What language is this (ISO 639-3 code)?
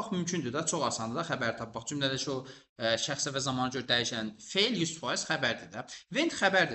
aze